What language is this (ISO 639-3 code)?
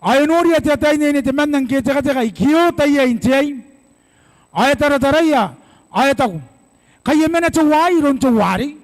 gil